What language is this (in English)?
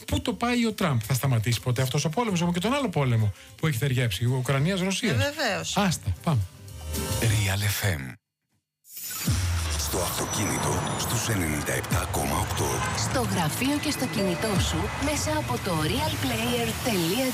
Greek